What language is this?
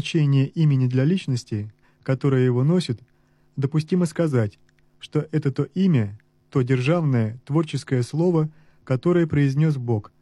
Russian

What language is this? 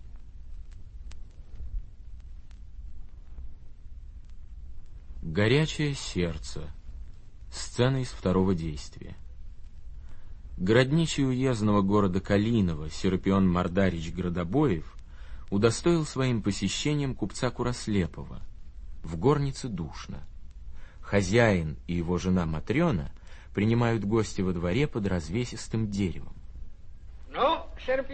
Russian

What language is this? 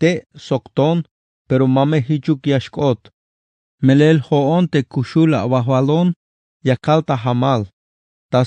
Tzeltal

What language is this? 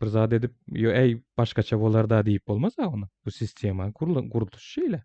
Turkmen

